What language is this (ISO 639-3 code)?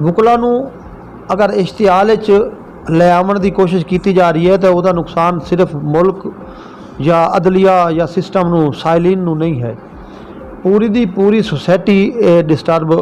skr